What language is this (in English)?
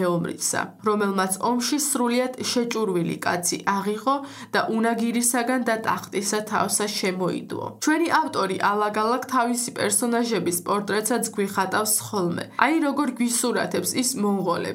Georgian